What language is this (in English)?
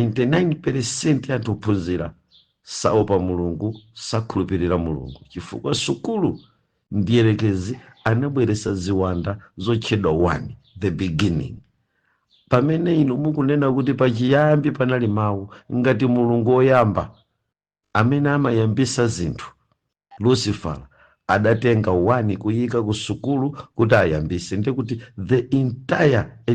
Nyanja